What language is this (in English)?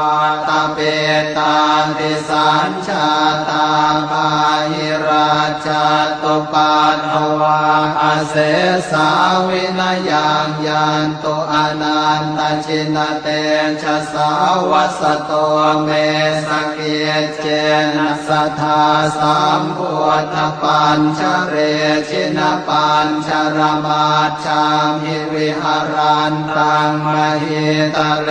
Pali